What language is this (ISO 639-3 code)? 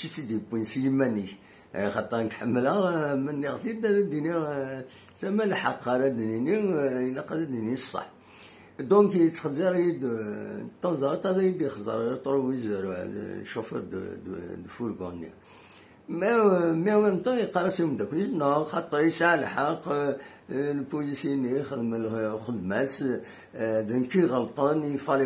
kab